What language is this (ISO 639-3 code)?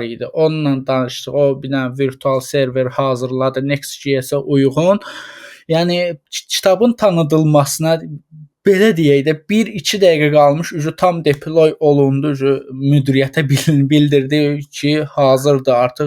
aze